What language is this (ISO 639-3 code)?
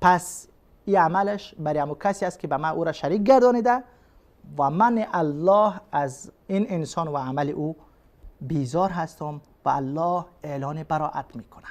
fas